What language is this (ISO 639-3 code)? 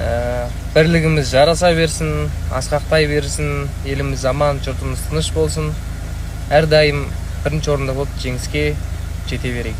kaz